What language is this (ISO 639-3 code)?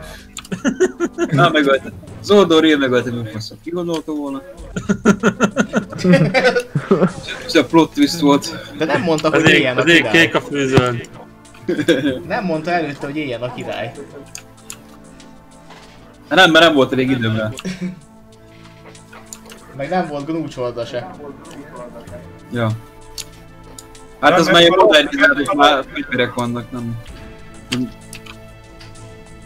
hun